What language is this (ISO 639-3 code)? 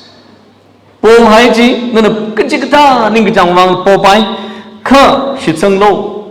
nmf